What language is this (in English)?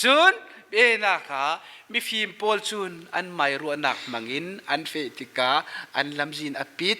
Falam Chin